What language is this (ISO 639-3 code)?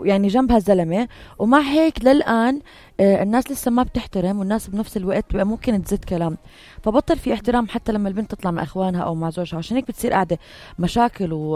apc